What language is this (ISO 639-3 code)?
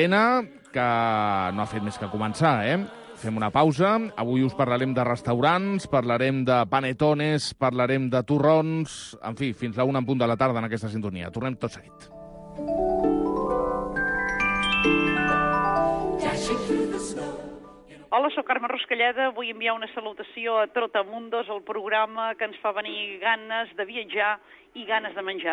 cat